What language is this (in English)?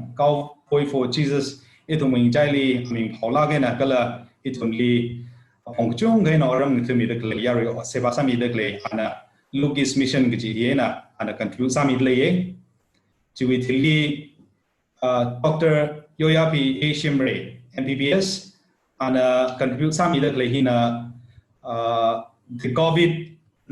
Tangkhul Naga (India)